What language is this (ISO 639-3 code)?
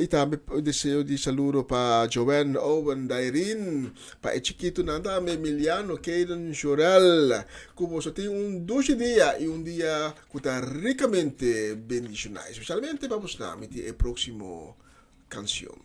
pap